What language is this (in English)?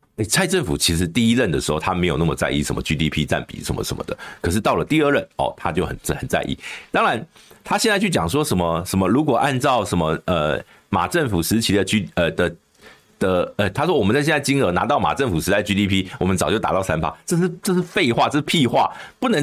Chinese